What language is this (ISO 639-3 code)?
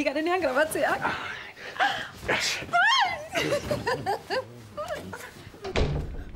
eus